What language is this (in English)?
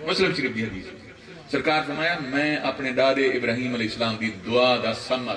Saraiki